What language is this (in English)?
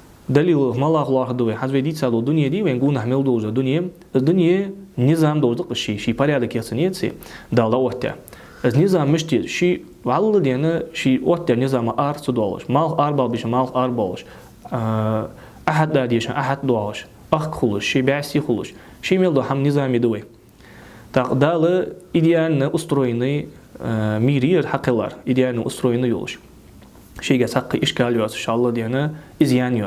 Ingush